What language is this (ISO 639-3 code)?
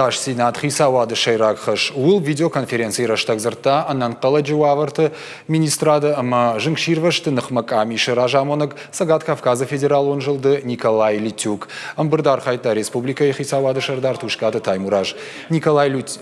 oss